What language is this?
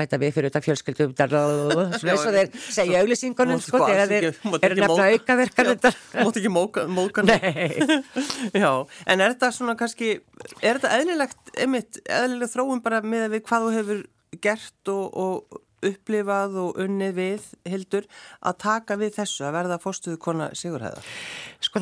Icelandic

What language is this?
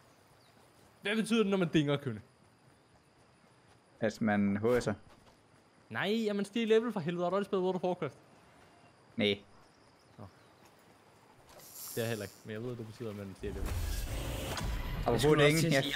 Danish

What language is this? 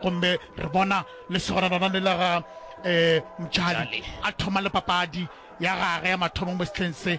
Northern Sotho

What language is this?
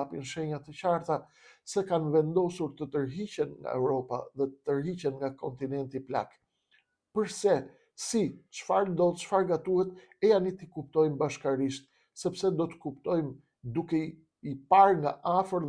Albanian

